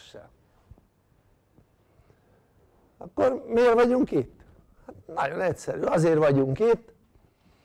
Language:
Hungarian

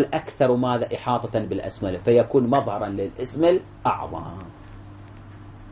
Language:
Arabic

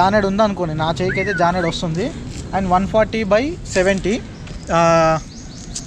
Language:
Telugu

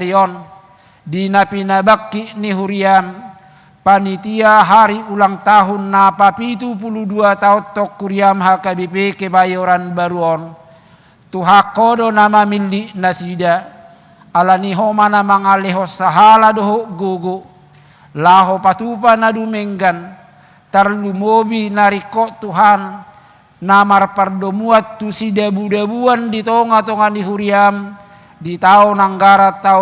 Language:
Batak Toba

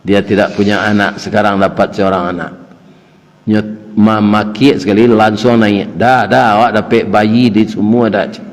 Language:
Minangkabau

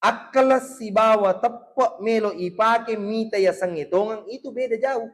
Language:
Buginese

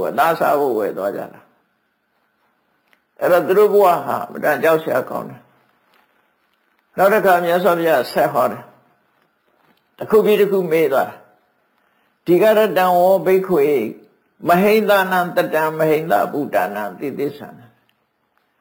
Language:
Burmese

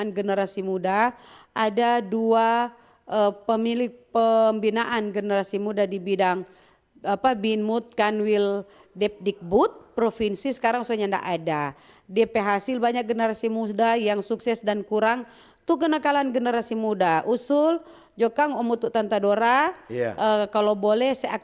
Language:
Manado Malay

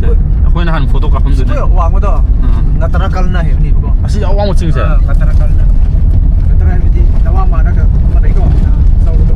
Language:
Manipuri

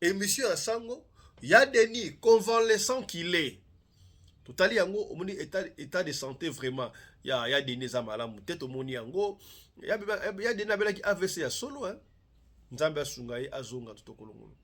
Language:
Lingala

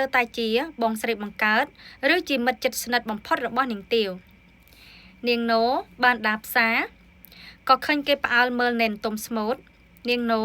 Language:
Khmer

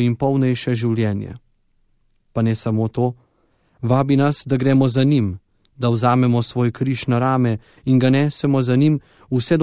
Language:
Slovenian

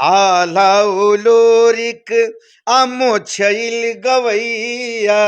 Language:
Bhojpuri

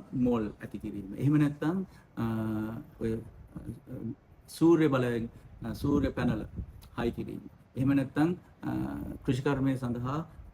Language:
Sinhala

